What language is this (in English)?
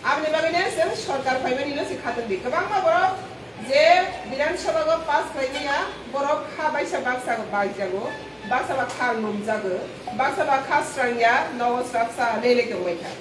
Kok Borok